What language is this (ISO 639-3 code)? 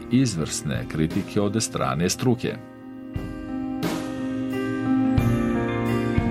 bos